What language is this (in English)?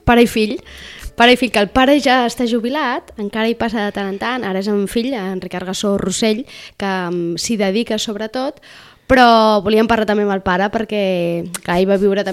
Catalan